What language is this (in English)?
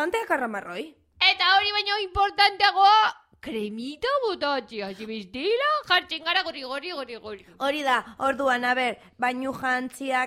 Basque